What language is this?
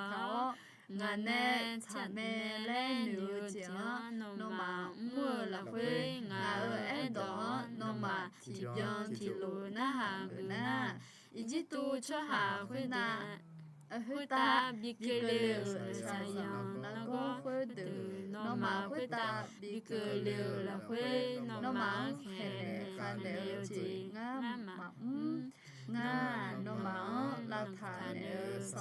Akha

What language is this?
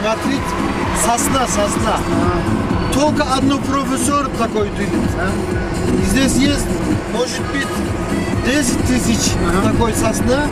Chuvash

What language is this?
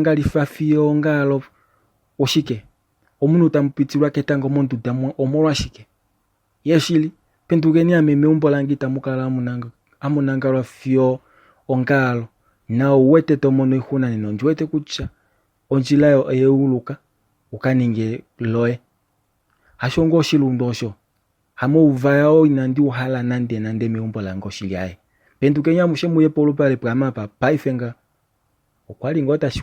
Kuanyama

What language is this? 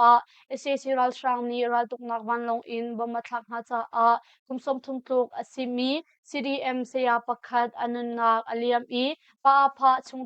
Hakha Chin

